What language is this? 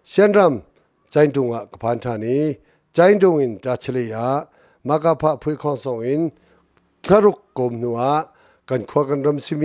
Hakha Chin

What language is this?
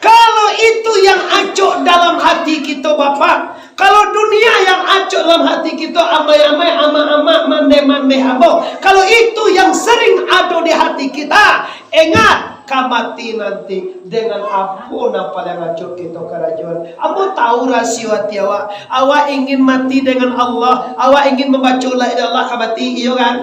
Minangkabau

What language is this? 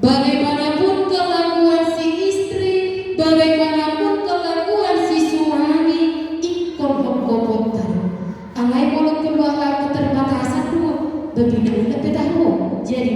Batak Toba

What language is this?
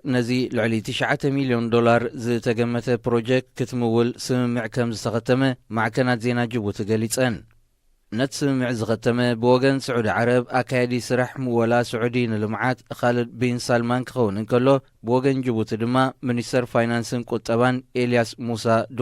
Tigrinya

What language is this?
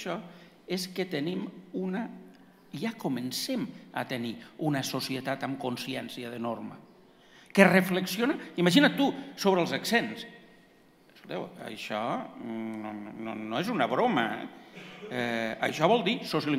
Catalan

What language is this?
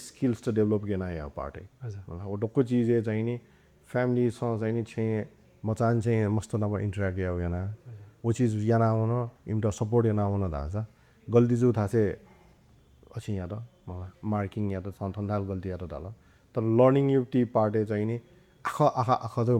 Newari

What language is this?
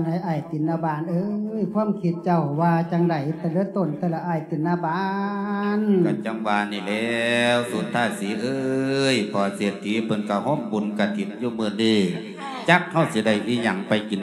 Lao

